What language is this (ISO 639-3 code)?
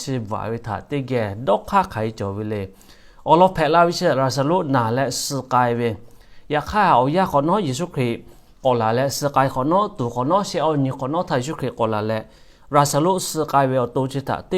lhu